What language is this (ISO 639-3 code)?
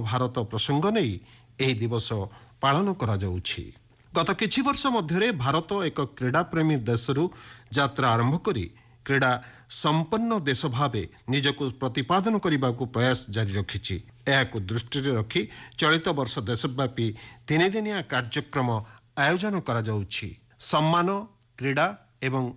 ori